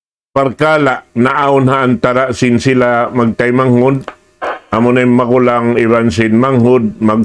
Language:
Tausug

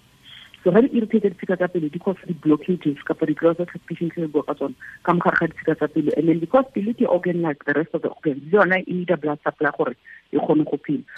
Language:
Tswana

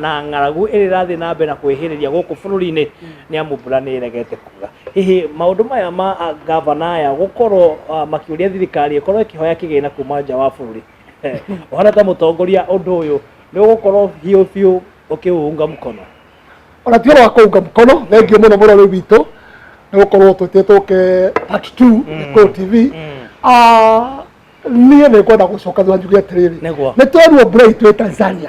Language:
Kikuyu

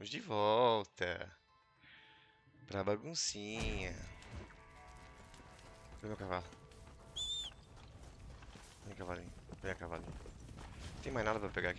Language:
Portuguese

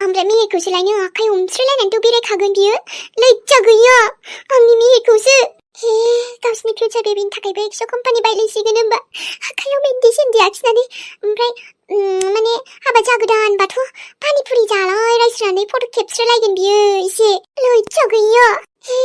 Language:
Bodo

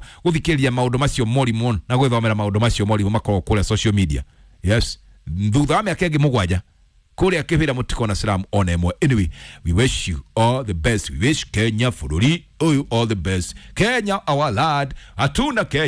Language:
Kikuyu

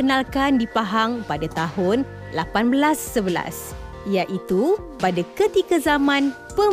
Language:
Malay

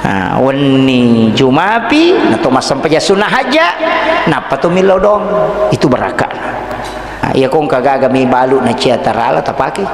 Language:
Buginese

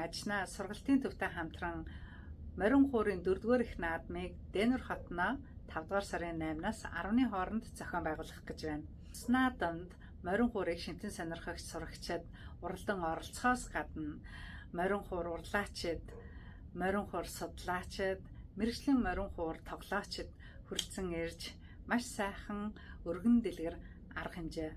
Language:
Mongolian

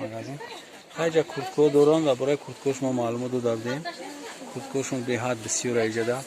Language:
Tajik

